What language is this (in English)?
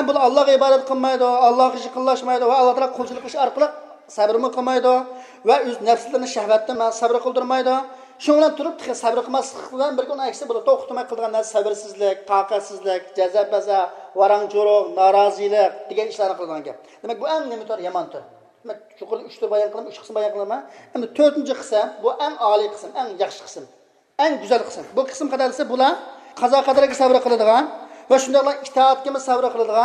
Uyghur